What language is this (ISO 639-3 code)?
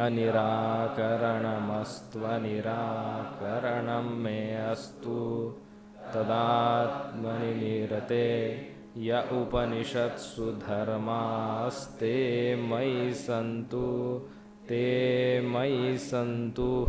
san